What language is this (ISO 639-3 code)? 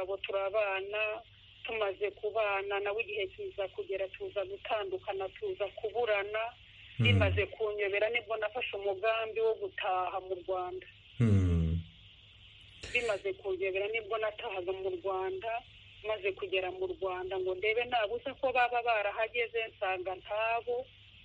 kin